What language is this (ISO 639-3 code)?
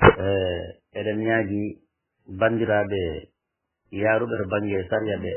ful